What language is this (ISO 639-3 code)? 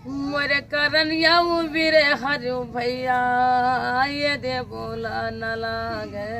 hne